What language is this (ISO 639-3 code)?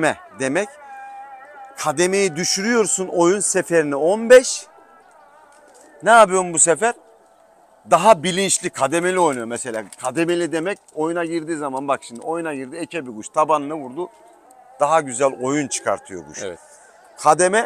tur